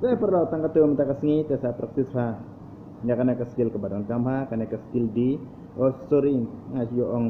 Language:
Khasi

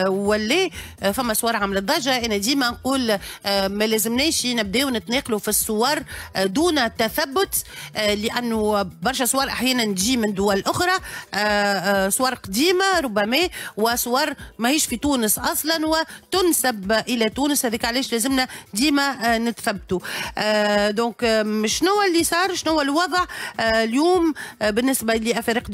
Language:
Tunisian Arabic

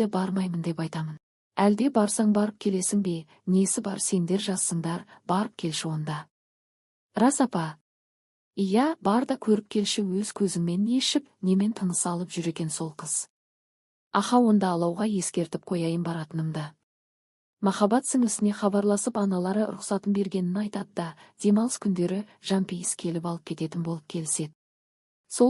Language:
Kazakh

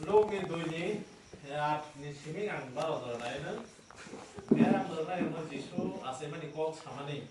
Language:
Kok Borok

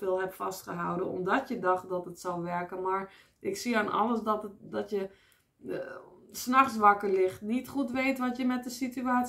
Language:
Dutch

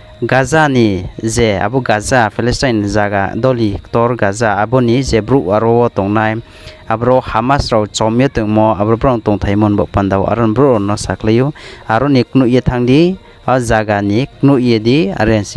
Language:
Riang (India)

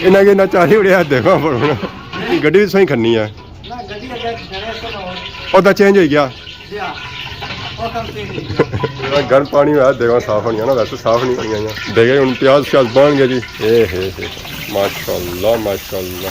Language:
Pahari-Potwari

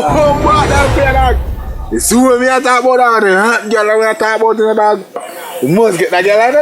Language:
Jamaican Creole English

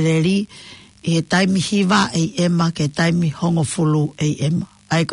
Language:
Tongan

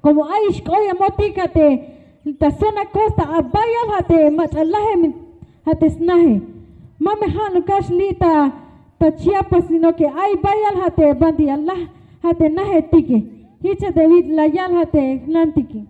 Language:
Tzeltal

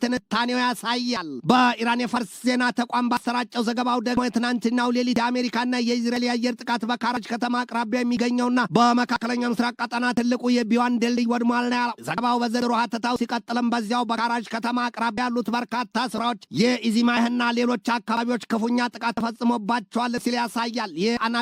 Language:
Amharic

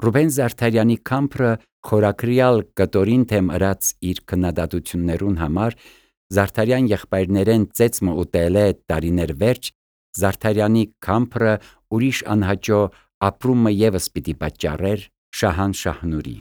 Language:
Armenian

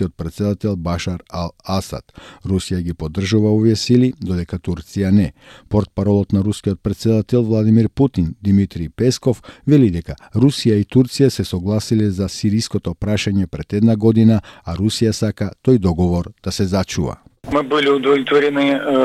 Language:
Macedonian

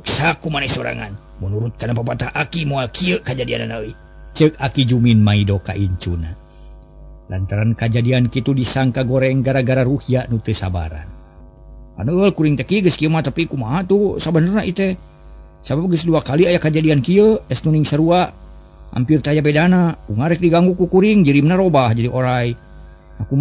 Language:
Sundanese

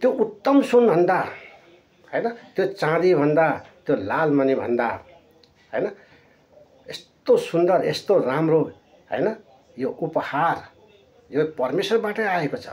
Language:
Nepali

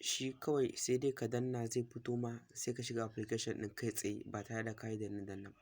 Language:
Hausa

